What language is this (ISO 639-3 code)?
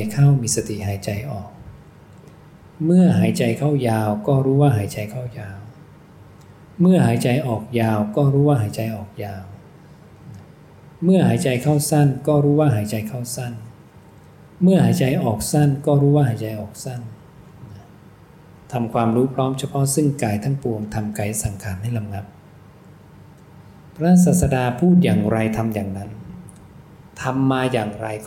tha